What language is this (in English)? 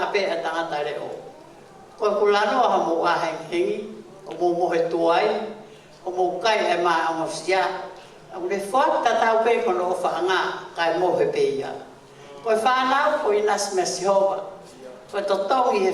Tongan